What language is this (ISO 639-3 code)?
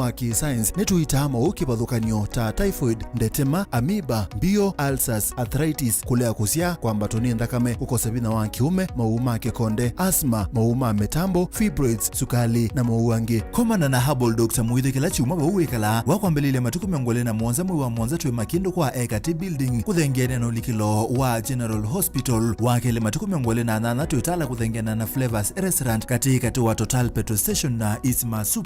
kam